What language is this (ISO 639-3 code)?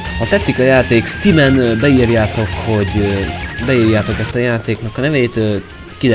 hun